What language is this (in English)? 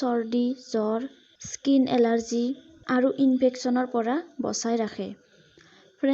Assamese